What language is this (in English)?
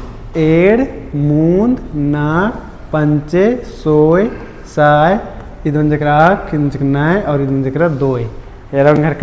Kurukh